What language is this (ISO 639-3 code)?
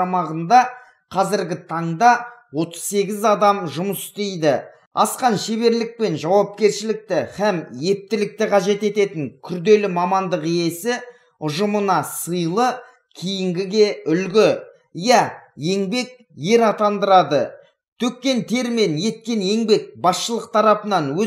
kaz